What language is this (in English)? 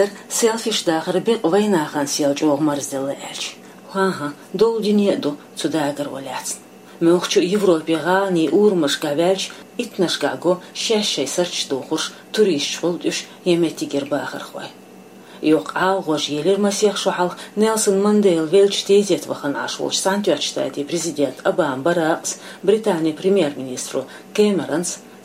Chechen